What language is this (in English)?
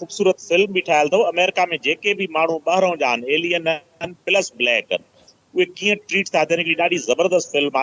Sindhi